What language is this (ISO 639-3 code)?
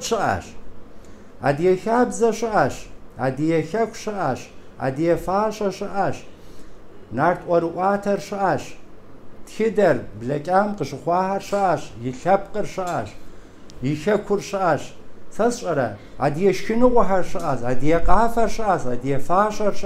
kbd